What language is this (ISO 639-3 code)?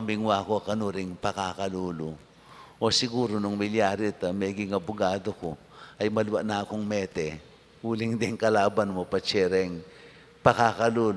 pam